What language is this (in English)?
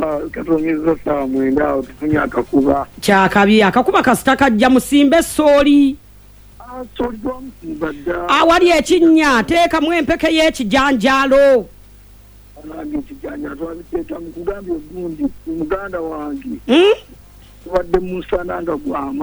Ganda